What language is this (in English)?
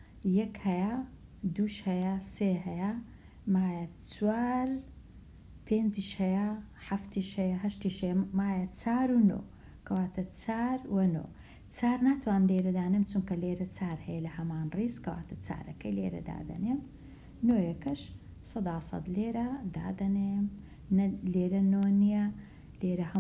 Central Kurdish